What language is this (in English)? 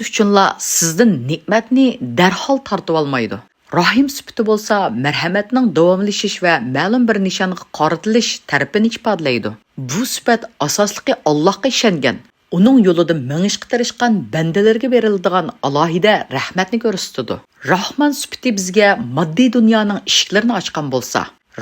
Uyghur